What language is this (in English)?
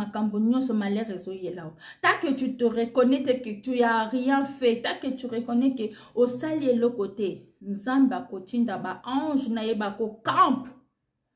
Lingala